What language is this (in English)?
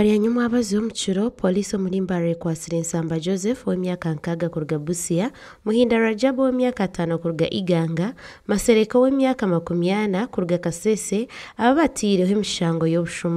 Nyankole